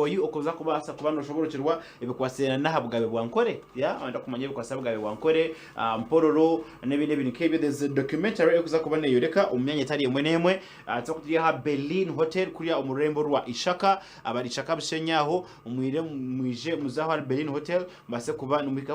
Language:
Nyankole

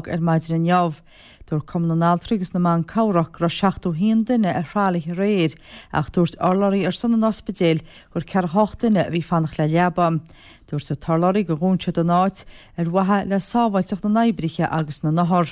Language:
Irish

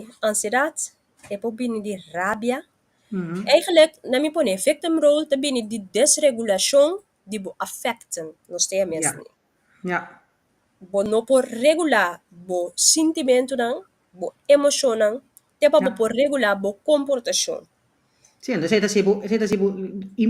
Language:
Papiamento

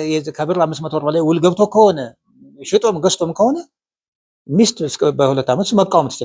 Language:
Amharic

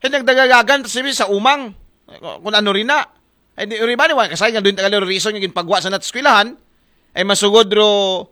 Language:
Aklanon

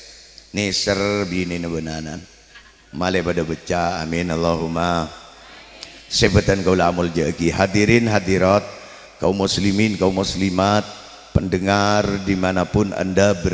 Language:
Madurese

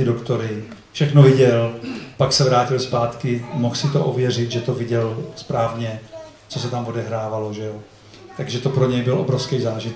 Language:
Czech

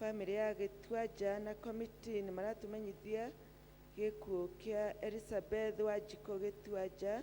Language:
Kikuyu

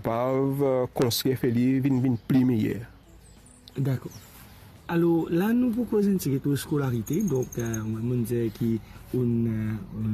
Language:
Morisyen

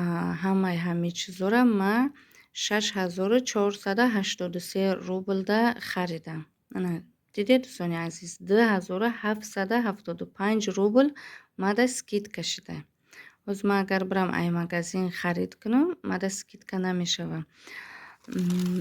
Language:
Tajik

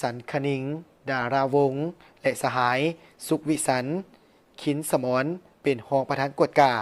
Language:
Lao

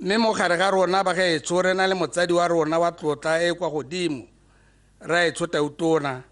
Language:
Tswana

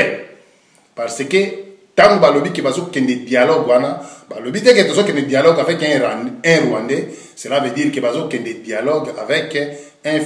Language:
Lingala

